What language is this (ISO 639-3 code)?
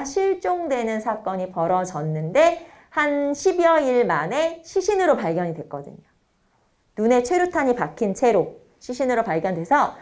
kor